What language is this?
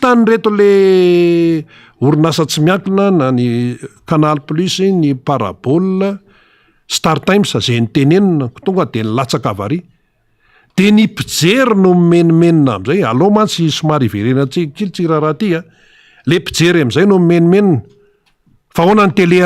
Malagasy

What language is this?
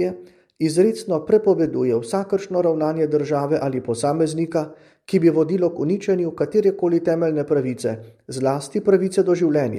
Slovenian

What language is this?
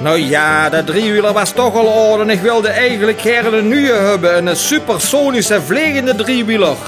Limburgish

